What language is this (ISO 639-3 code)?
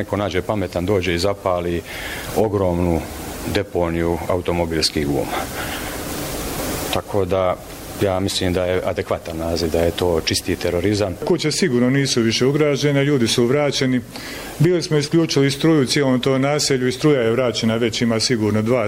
bos